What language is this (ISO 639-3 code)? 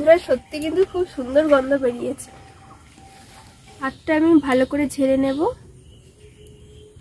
ben